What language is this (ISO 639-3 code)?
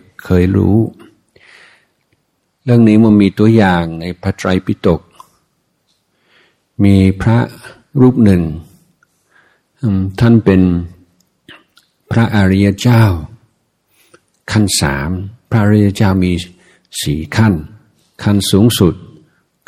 tha